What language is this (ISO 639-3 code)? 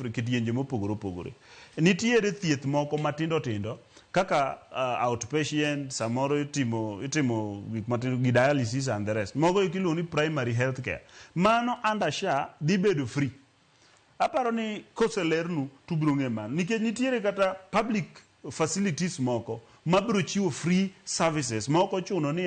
luo